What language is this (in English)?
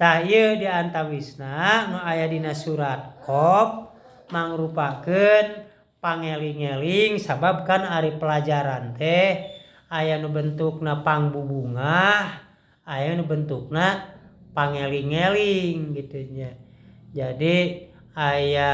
Sundanese